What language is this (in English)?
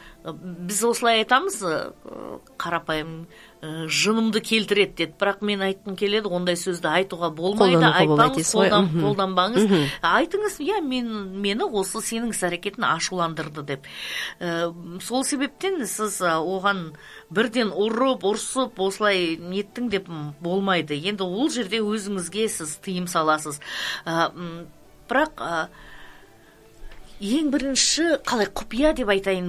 Kazakh